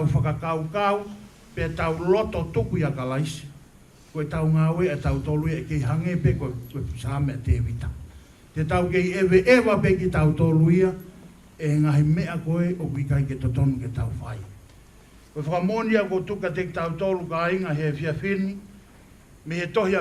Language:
Tongan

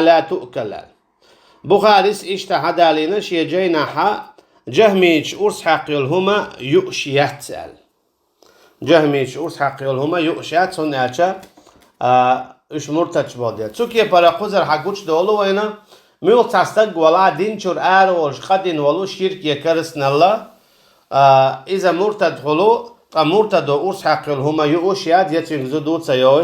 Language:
Chechen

